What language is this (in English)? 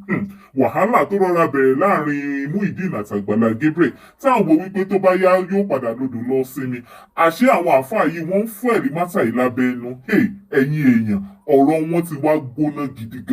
Yoruba